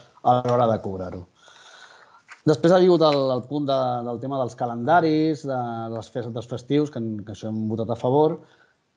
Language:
Catalan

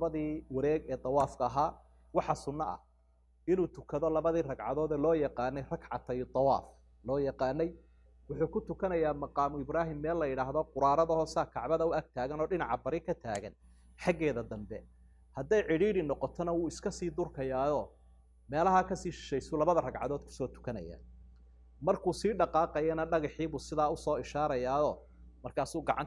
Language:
Somali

